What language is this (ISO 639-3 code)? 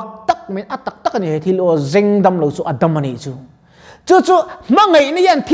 lus